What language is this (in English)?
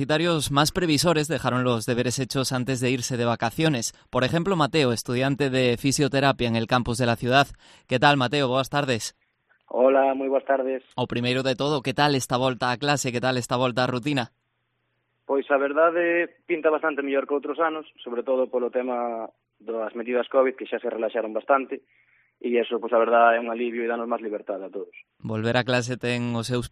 Galician